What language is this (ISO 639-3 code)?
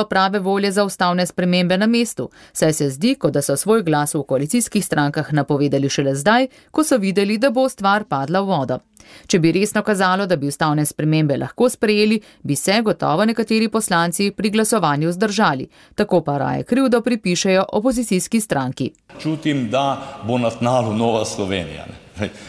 slv